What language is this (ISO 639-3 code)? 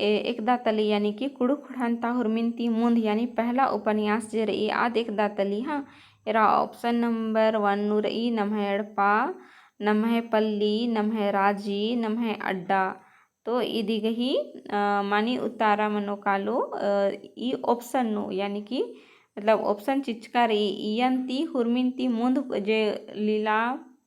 kru